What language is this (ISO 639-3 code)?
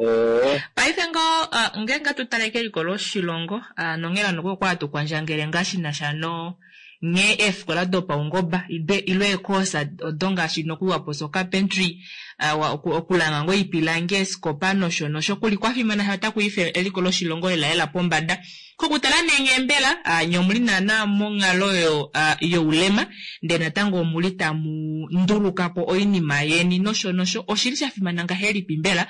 kua